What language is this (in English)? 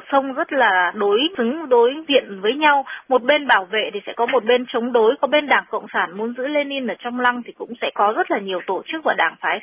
Vietnamese